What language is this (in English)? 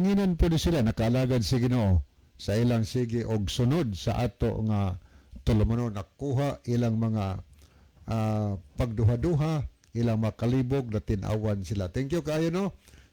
Cebuano